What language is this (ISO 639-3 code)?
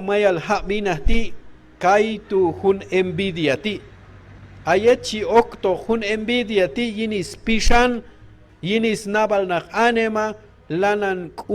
kjb